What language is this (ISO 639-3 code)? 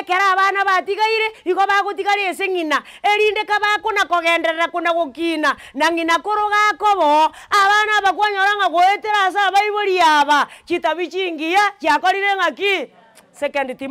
guz